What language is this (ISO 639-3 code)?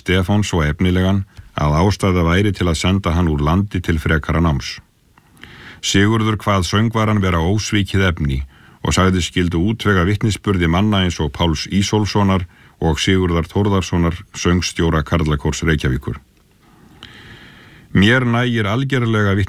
isl